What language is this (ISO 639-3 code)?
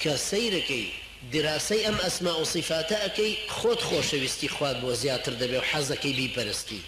ckb